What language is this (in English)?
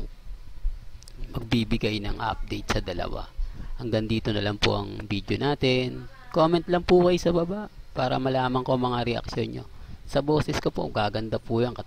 Filipino